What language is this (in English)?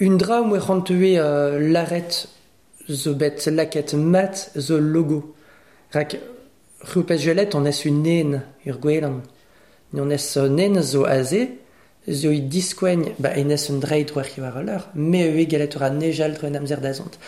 Breton